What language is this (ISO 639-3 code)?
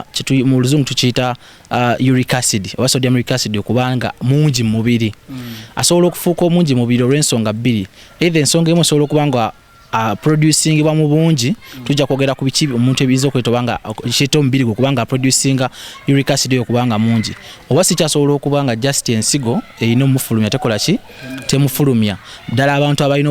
lug